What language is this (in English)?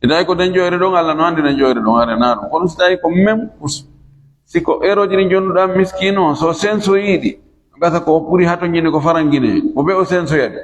Fula